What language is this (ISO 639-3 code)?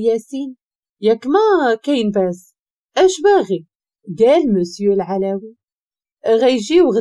ary